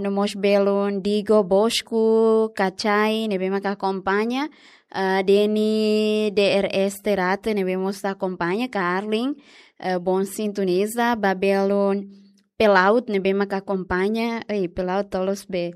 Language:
Tetum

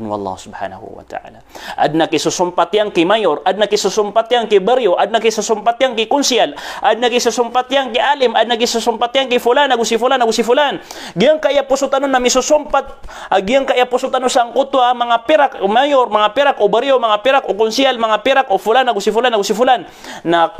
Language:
Maranao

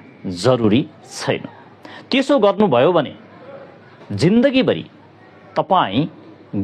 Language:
Nepali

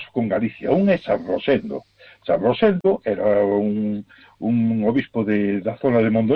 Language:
Galician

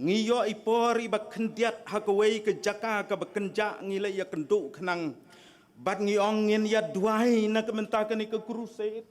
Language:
Khasi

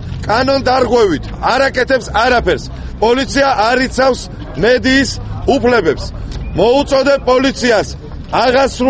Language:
Georgian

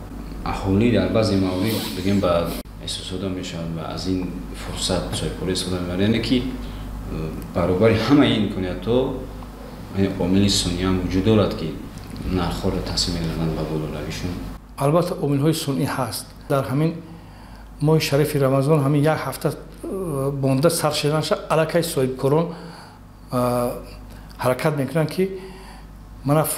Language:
Tajik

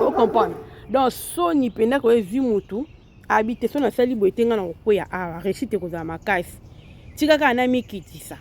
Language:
Lingala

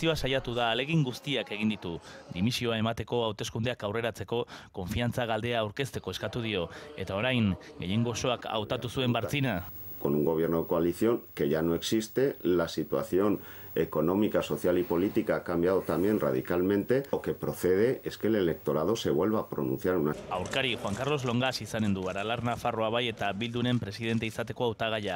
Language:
Basque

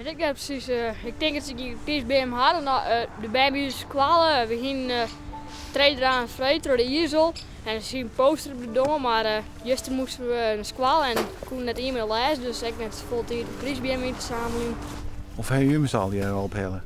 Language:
Western Frisian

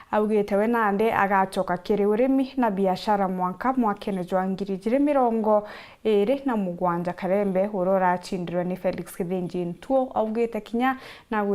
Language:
Meru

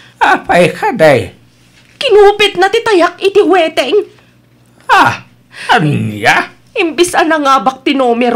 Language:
Iloko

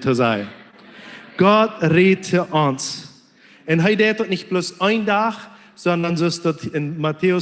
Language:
Plautdietsch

